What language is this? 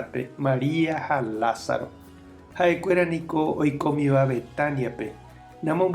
Guarani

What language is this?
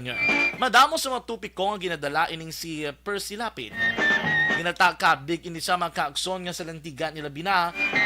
Hiligaynon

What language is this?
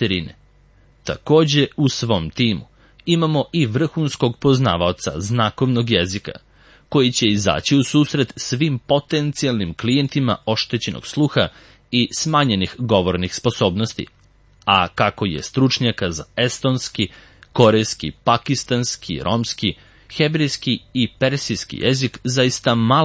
Serbian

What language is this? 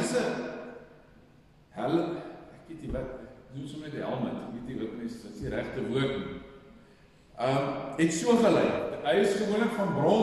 Afrikaans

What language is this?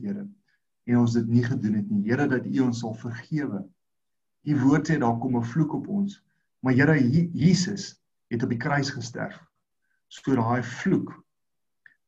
Afrikaans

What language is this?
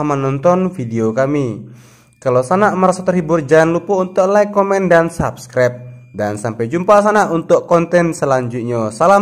Minangkabau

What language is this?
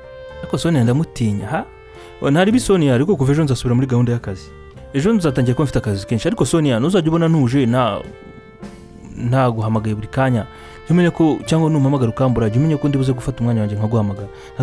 Kinyarwanda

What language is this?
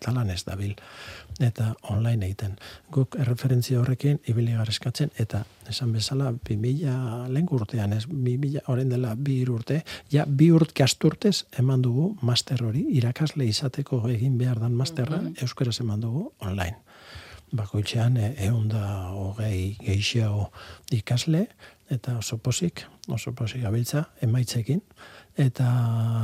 Basque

